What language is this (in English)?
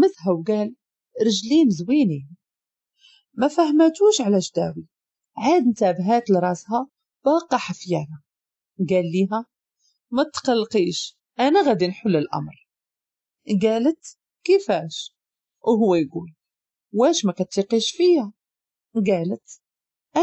Moroccan Arabic